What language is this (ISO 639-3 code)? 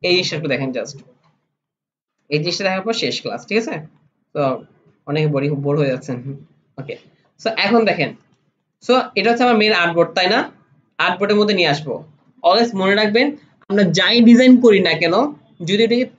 ben